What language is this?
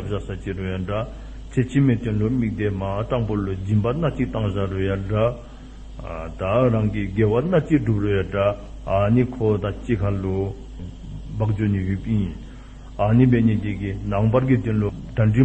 Dzongkha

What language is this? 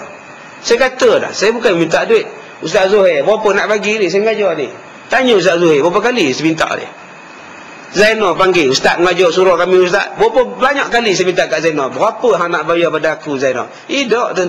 Malay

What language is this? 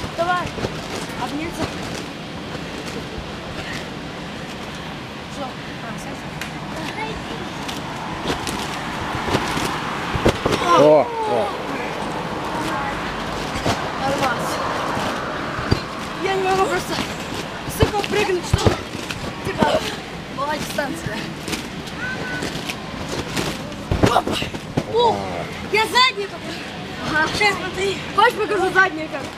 Russian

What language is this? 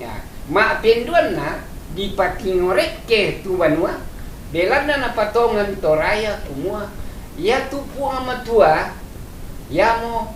Toraja-Sa'dan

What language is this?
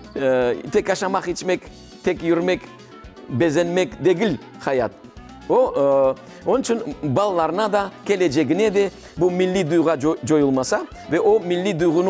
Crimean Tatar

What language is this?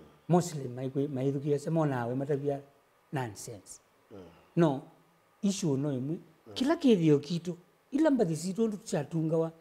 Kamba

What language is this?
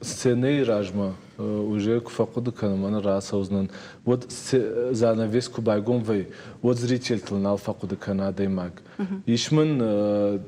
Ossetic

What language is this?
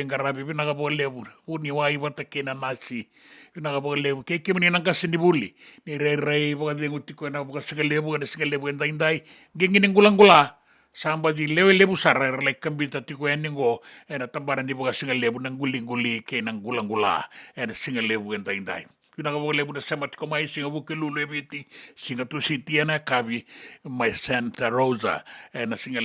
Fijian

